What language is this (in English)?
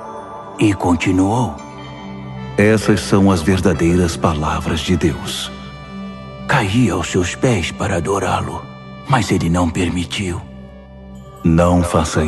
Portuguese